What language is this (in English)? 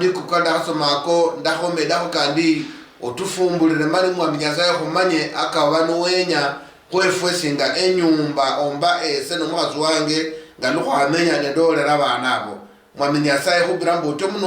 Luyia